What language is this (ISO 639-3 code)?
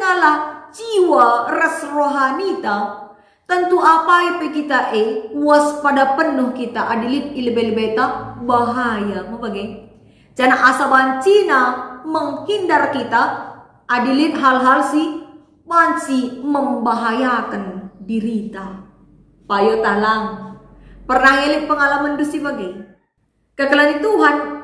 btx